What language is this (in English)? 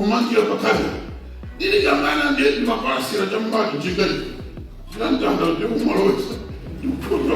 Nyanja